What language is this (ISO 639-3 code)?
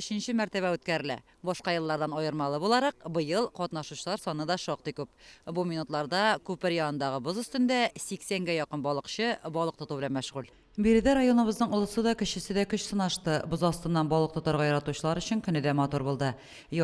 tat